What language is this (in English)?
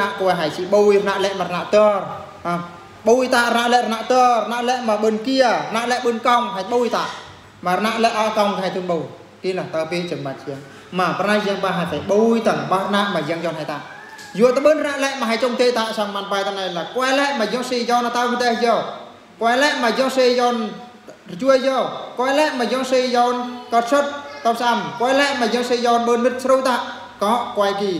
Eastern Bru